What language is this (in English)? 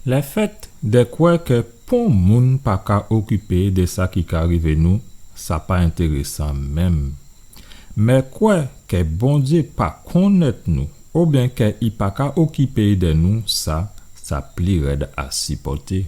Guadeloupean Creole French